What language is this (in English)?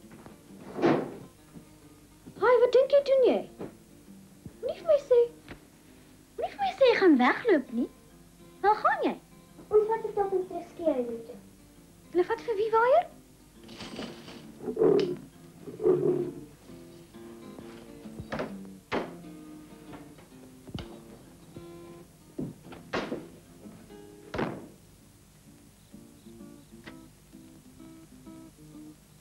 Afrikaans